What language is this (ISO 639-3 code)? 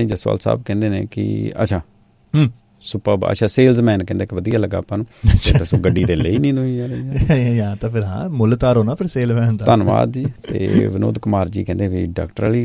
pan